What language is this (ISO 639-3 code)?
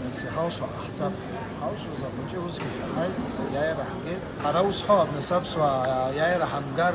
abk